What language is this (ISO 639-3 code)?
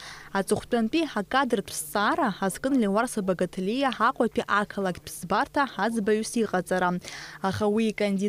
abk